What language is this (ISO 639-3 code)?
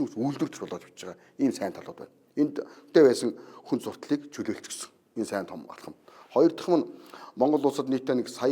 mon